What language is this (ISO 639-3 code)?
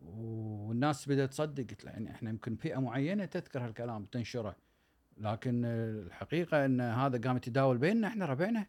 afb